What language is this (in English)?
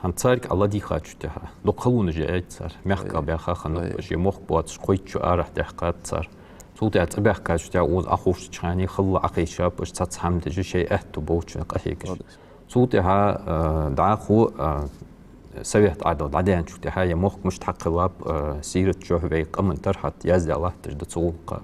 Ingush